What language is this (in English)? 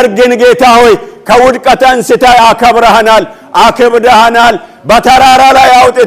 Amharic